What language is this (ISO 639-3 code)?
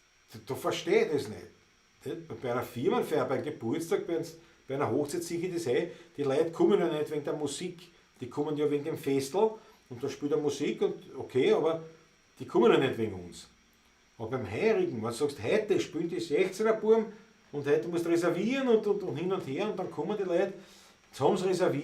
bar